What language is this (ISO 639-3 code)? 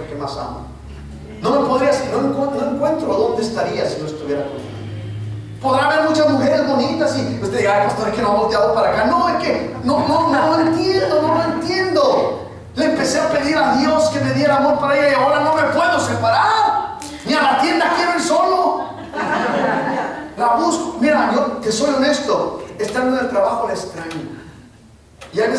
spa